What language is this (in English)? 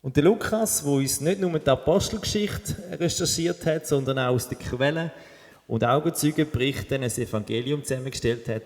Swiss German